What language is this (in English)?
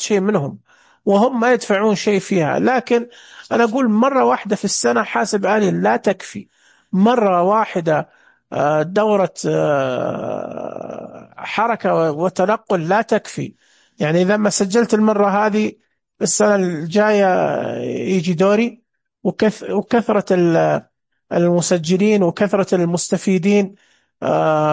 Najdi Arabic